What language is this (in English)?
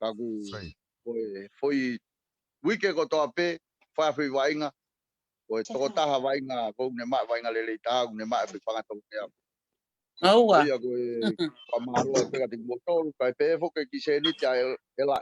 Tongan